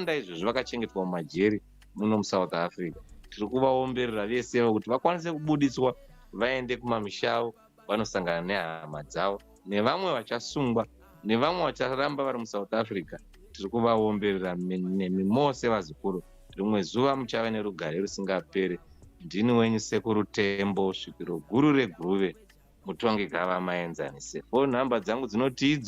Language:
Shona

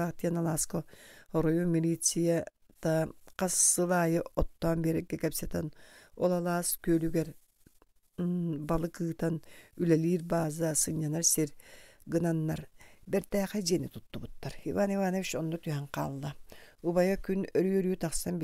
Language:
Yakut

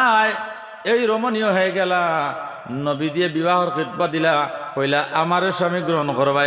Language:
Sylheti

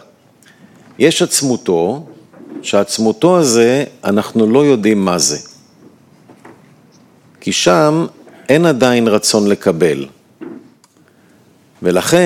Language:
Hebrew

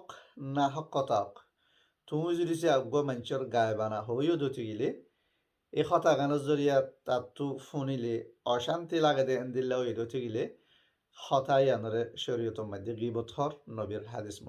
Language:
Rohingya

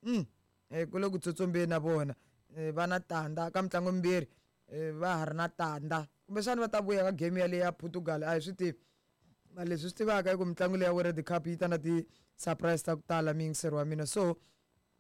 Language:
Tsonga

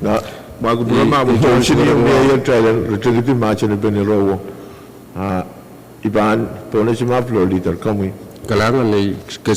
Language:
Pohnpeian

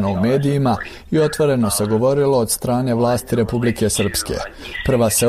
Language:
Serbian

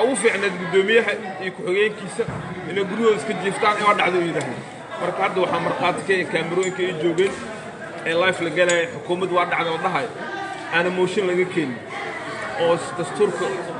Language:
Somali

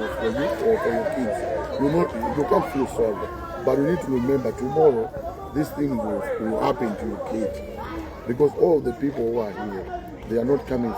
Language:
Nyanja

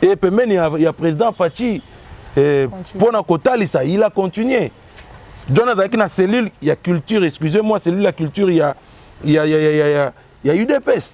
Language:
Lingala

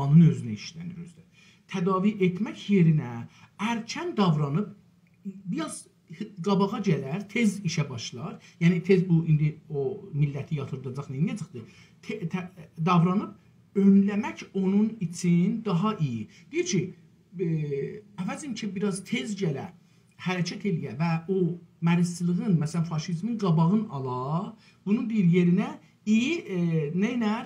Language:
South Azerbaijani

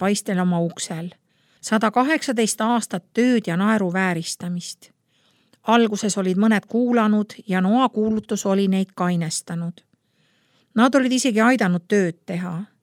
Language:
Estonian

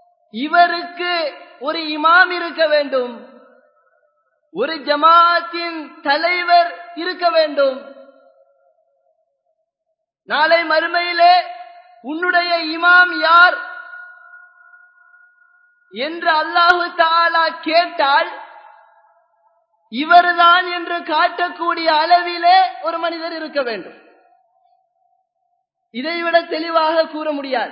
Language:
Tamil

